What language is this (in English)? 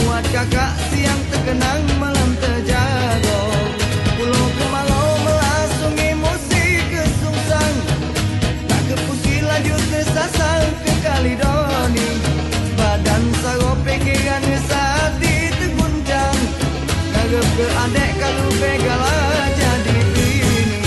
Musi